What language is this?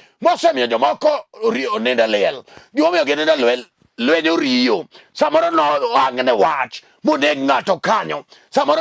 Luo (Kenya and Tanzania)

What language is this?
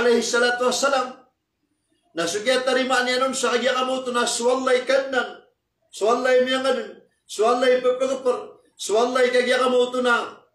Maranao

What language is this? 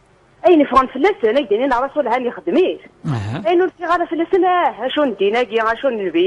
Kabyle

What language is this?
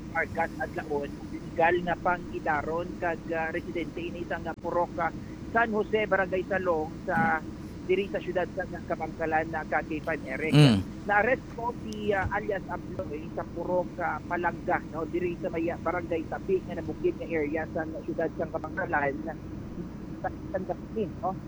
Hiligaynon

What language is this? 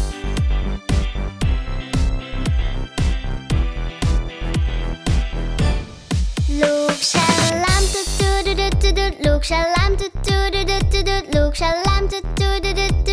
Thai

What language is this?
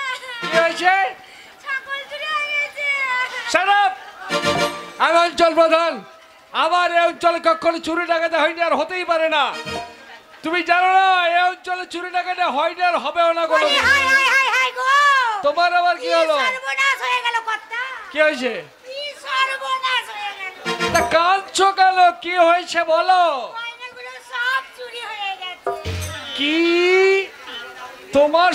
Bangla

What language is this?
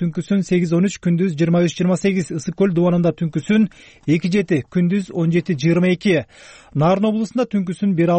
Kyrgyz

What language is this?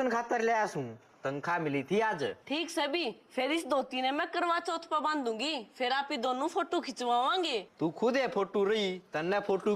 Haryanvi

